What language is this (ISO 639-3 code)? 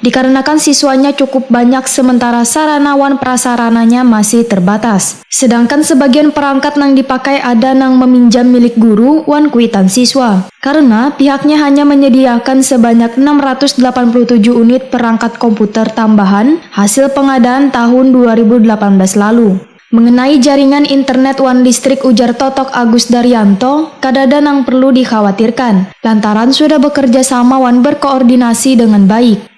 bjn